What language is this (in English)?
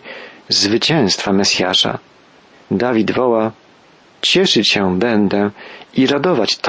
Polish